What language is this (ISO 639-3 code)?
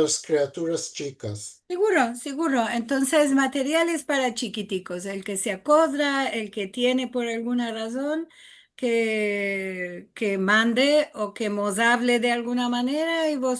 lad